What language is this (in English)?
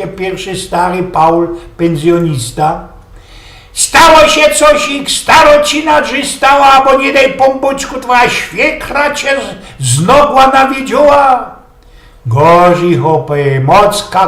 Silesian